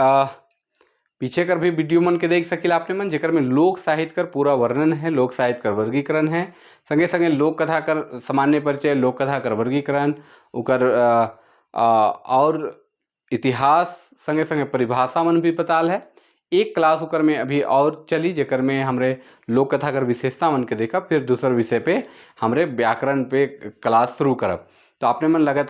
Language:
Sadri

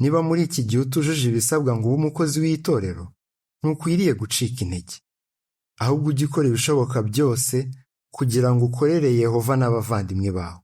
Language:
Kinyarwanda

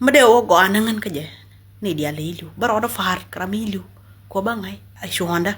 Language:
Nuer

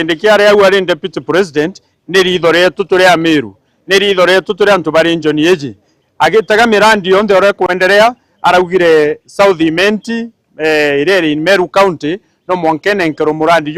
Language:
Meru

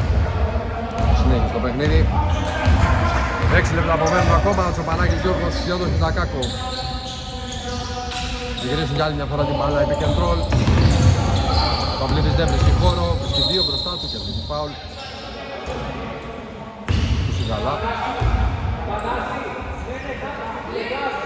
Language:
Greek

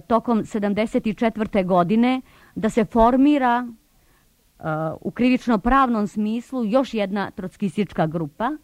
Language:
Serbian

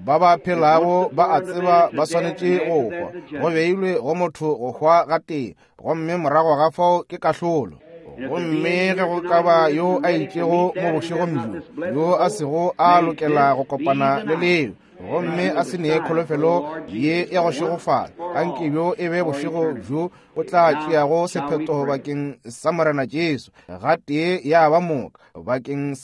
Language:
Northern Sotho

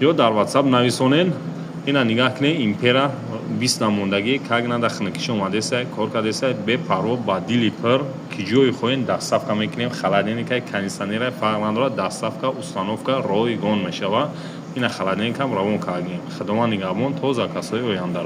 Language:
Tajik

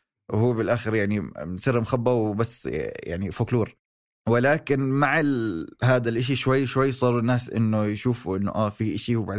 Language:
North Levantine Arabic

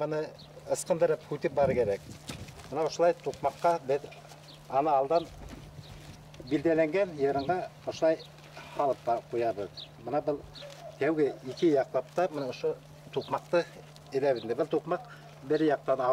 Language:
Bashkir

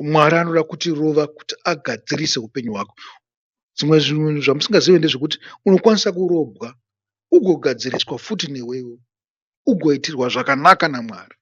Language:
Shona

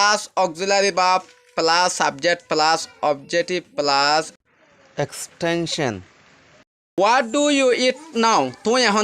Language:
Rohingya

